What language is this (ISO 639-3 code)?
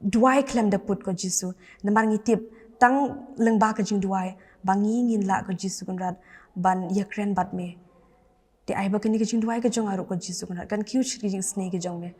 kha